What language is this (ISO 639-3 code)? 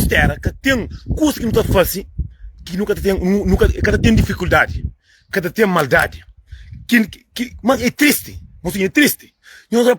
kea